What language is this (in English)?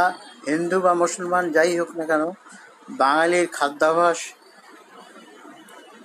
Bangla